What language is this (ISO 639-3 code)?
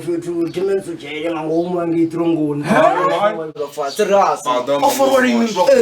ven